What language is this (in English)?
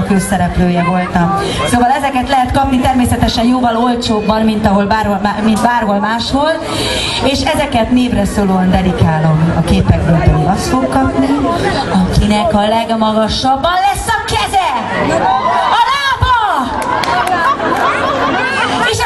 Hungarian